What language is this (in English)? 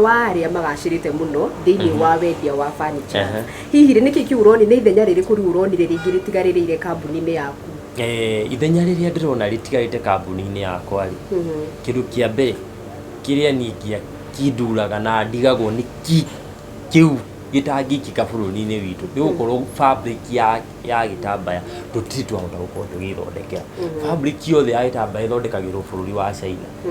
Kikuyu